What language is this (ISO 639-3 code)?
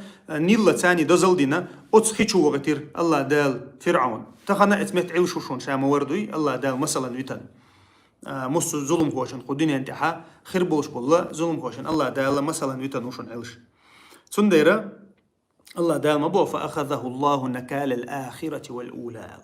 che